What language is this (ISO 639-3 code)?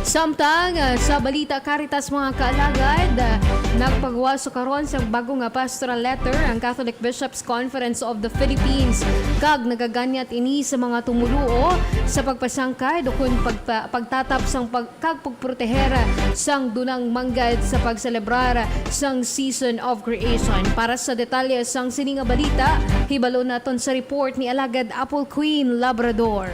hil